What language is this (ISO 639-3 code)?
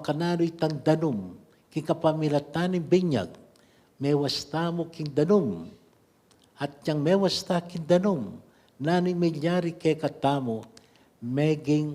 pam